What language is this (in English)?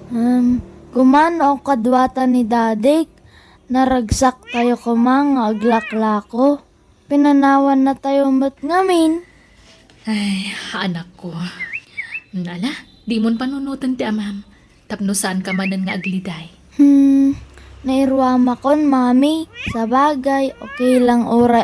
Iloko